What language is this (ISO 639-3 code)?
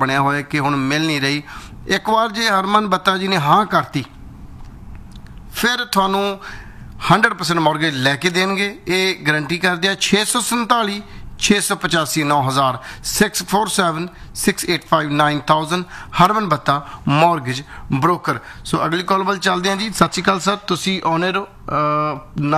pan